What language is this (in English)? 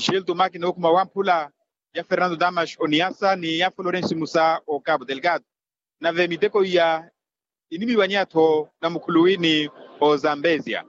Makhuwa